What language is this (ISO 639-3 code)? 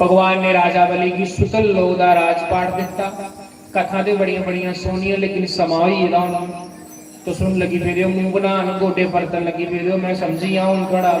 doi